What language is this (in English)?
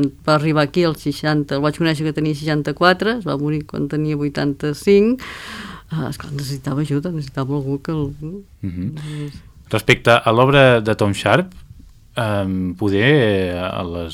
Catalan